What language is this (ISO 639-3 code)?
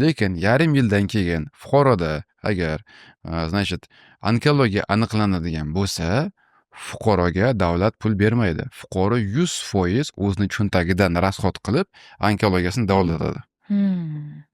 uzb